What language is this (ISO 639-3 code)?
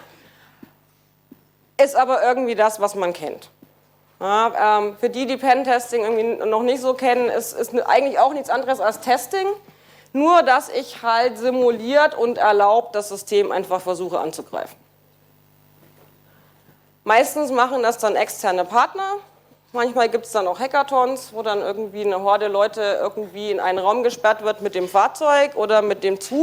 deu